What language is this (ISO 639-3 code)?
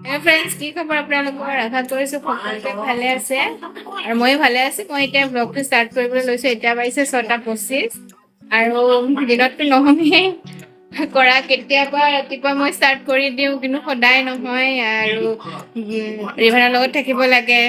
asm